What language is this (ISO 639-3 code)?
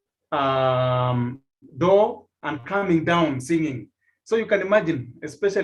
kln